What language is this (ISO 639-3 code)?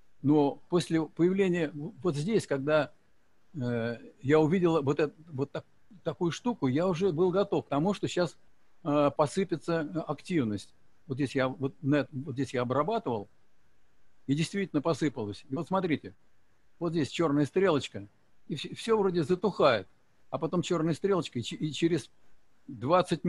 rus